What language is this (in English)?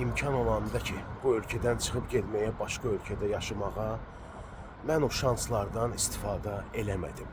Azerbaijani